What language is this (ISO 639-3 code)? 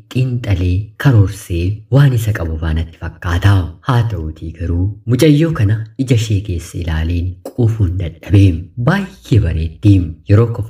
orm